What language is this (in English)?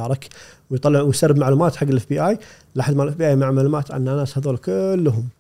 Gulf Arabic